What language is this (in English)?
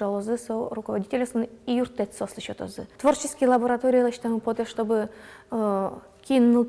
Udmurt